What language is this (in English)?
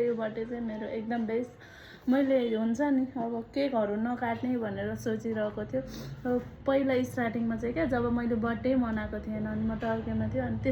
Nepali